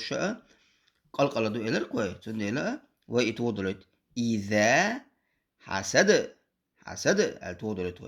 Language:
Chechen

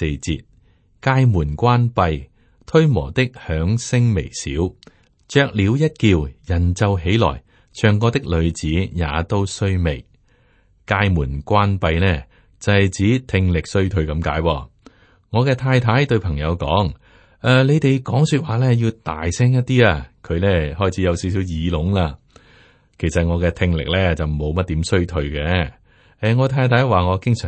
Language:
Cantonese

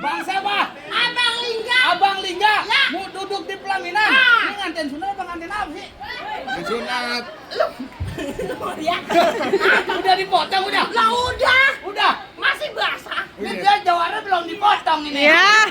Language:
Betawi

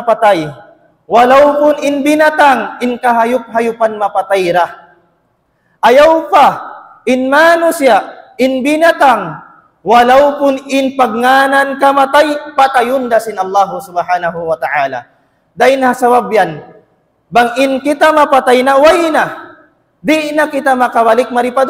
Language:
Tausug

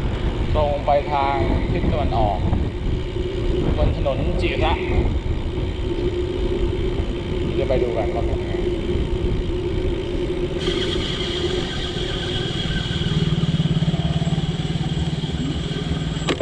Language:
Thai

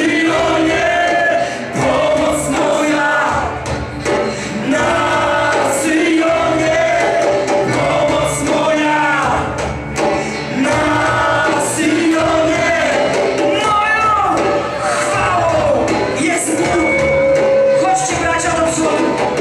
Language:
Polish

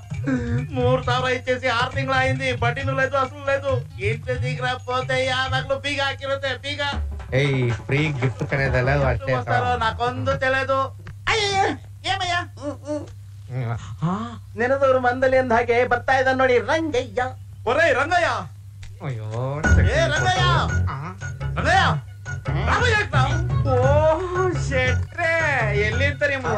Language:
Kannada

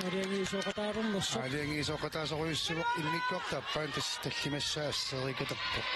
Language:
Kalaallisut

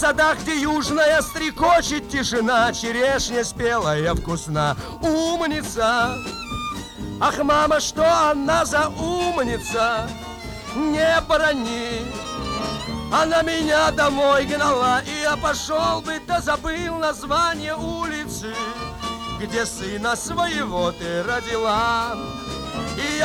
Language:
Russian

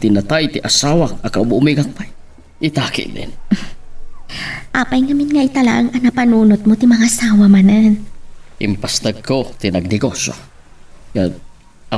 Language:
Iloko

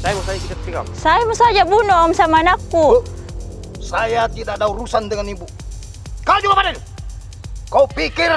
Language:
Makassar Malay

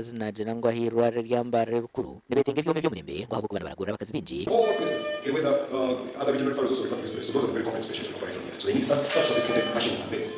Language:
Nyankole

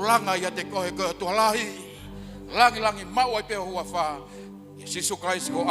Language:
Tongan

